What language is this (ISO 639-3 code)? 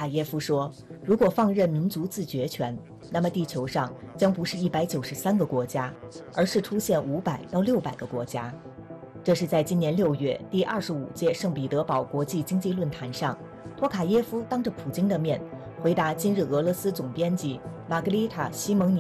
zho